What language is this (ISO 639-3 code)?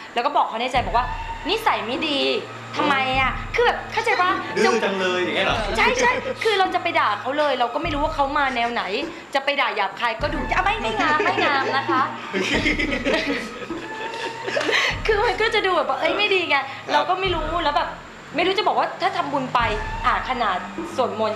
tha